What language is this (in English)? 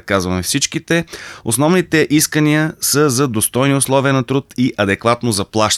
Bulgarian